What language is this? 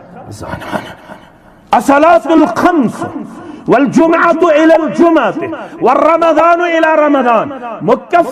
Kashmiri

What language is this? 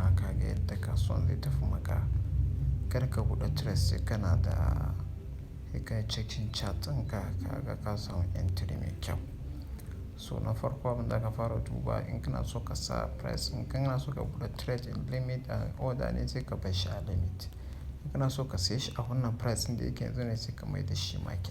Hausa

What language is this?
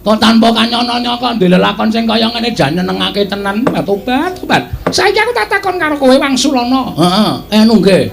Javanese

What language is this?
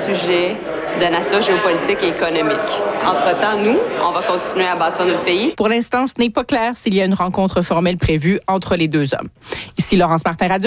French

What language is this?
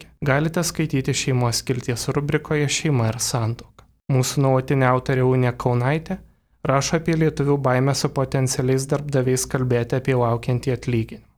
Lithuanian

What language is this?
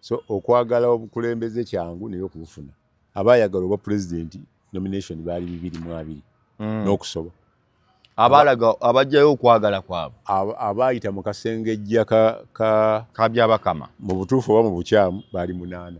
Ganda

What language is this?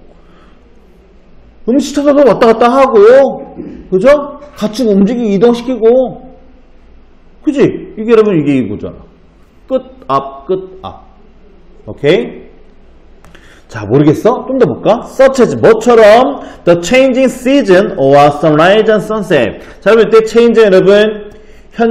Korean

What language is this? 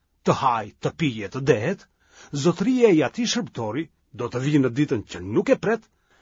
Albanian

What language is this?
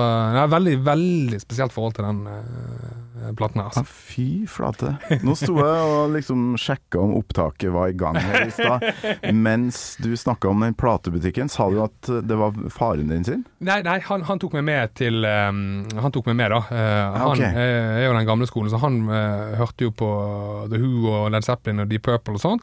Norwegian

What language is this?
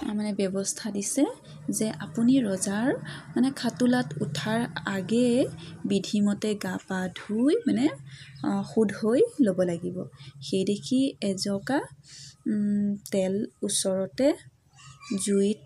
Assamese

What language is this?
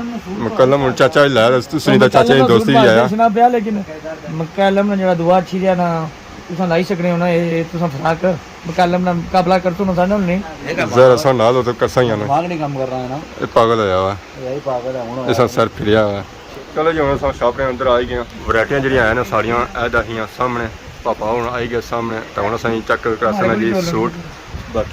Pahari-Potwari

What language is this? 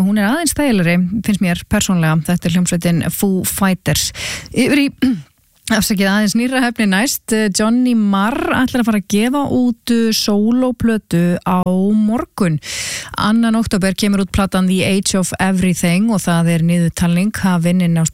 Icelandic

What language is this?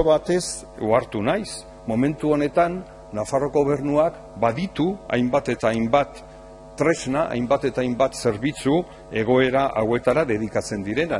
Basque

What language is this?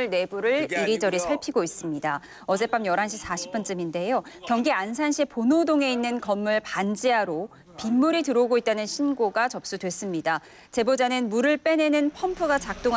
Korean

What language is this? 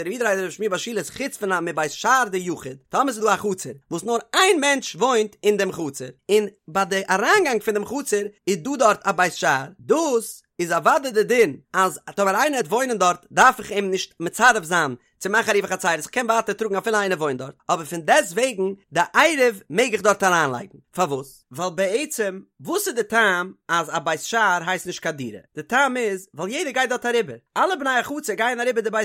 Yiddish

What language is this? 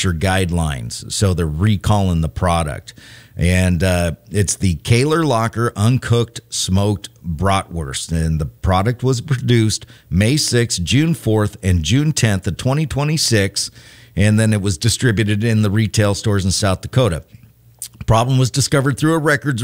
English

